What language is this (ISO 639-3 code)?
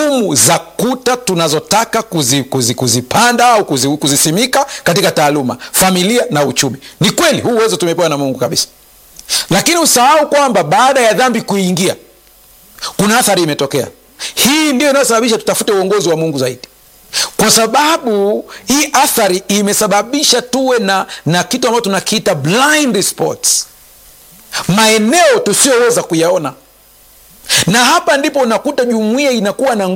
swa